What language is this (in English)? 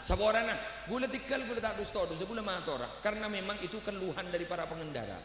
Madurese